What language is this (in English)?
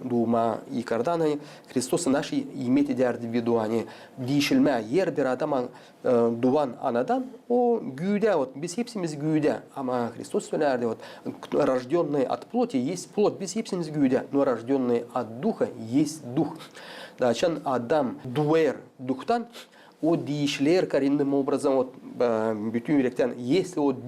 Gagauz